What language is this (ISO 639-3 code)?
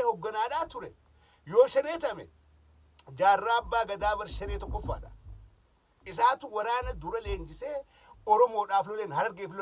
orm